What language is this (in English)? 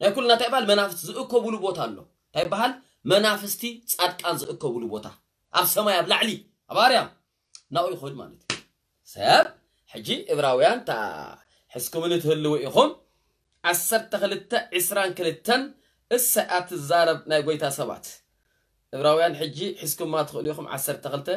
Tigrinya